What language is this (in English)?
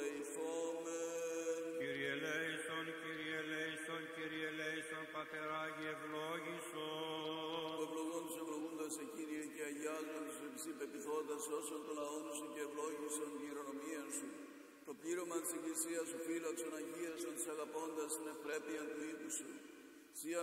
Greek